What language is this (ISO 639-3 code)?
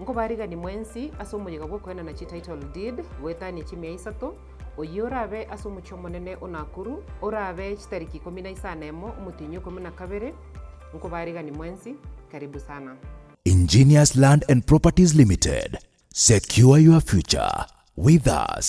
guz